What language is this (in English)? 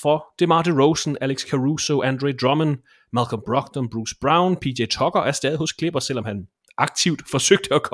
Danish